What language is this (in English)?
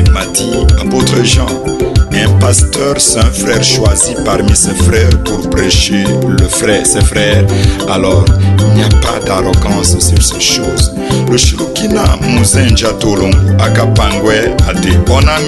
Tetela